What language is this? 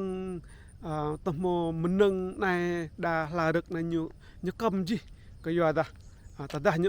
Rade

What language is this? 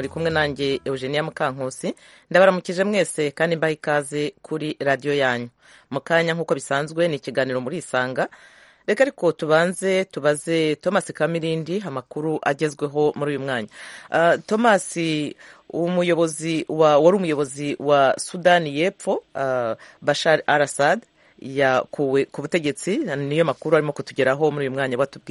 Kinyarwanda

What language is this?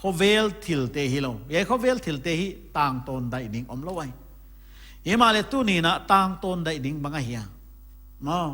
Paite Chin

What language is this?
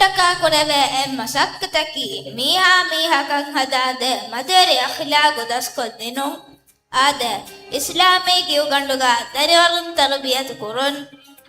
Divehi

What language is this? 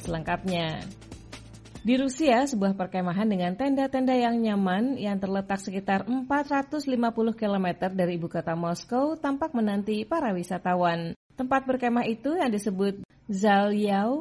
Indonesian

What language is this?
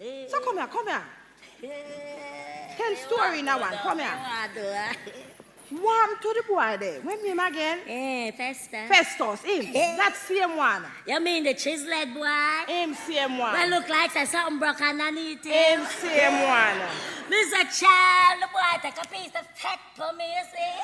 Jamaican Creole English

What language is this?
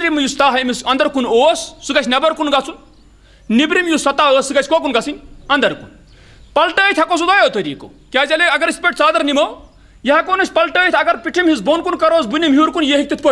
Kashmiri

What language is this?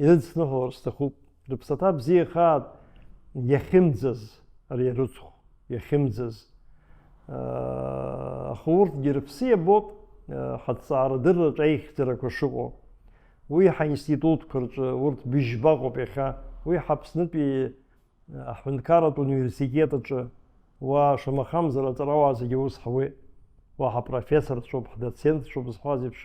Abkhazian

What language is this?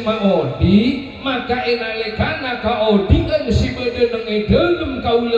Madurese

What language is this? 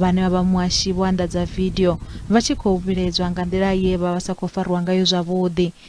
Venda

